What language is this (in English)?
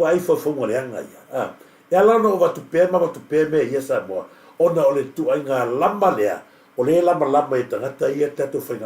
Samoan